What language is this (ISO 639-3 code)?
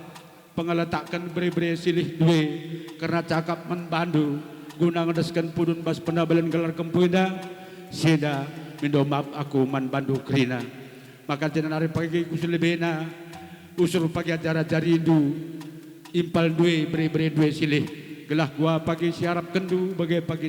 btx